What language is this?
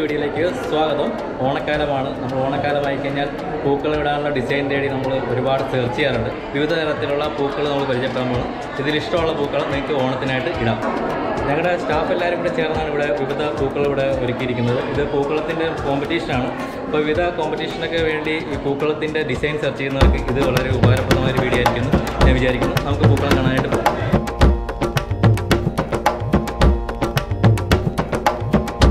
Malayalam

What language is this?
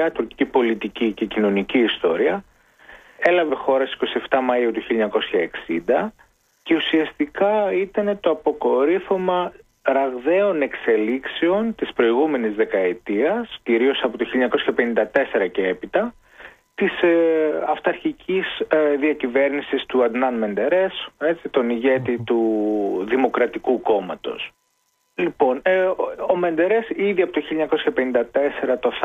Greek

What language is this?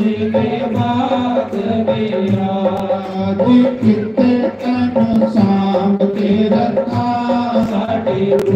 Dogri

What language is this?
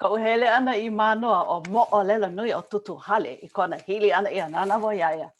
Hawaiian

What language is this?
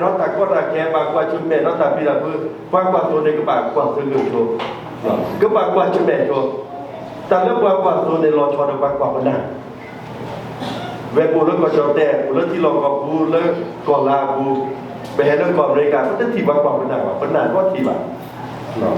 S'gaw Karen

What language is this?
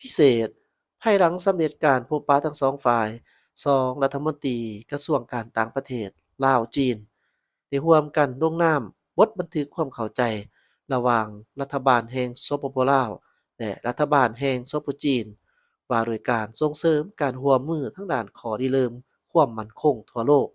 Lao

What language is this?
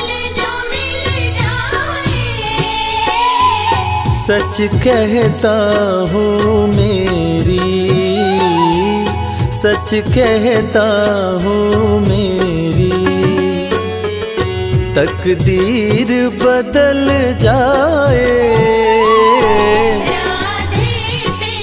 Hindi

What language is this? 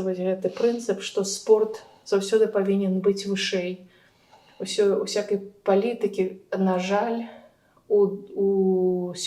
Belarusian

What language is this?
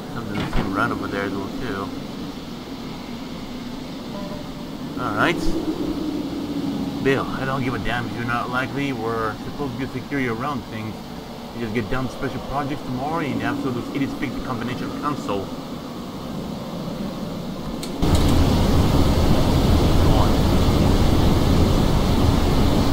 English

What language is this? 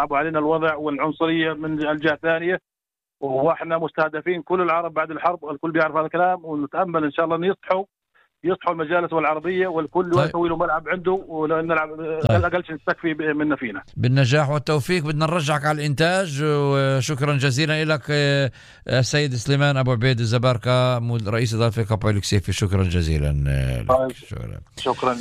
North Levantine Arabic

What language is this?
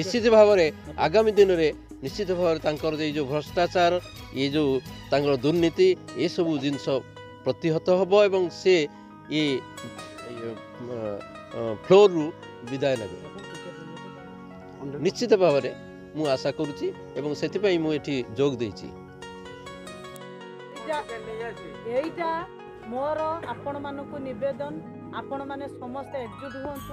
Odia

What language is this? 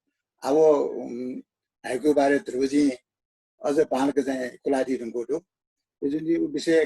Newari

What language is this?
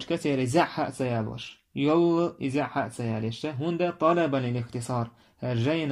Chechen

